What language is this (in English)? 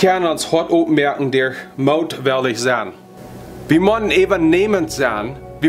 Plautdietsch